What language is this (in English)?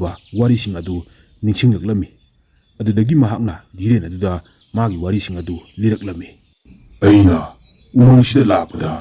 Manipuri